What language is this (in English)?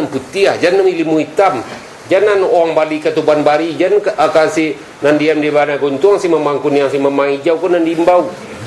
Minangkabau